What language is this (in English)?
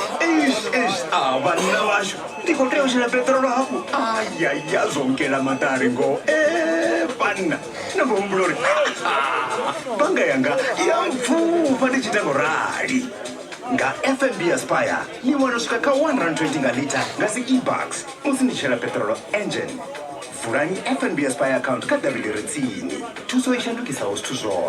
Venda